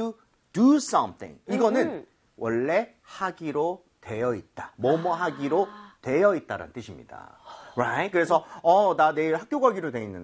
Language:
Korean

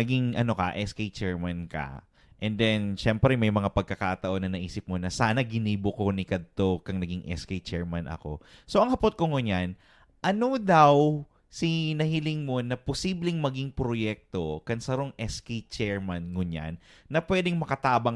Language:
Bikol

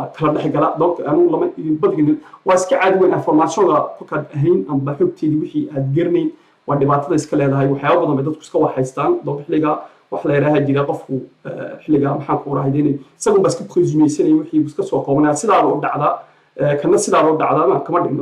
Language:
Somali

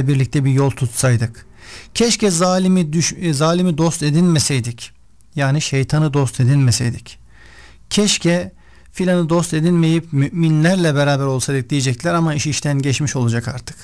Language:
Turkish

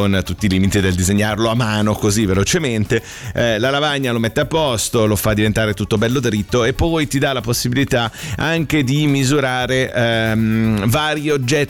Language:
Italian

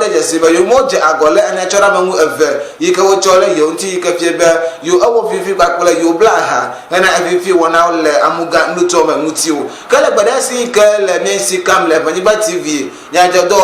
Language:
Ewe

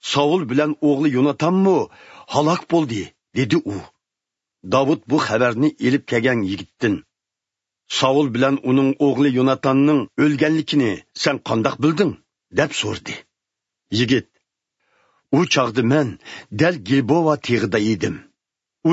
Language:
Uyghur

